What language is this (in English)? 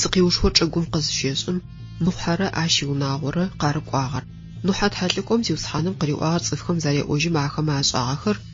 Adyghe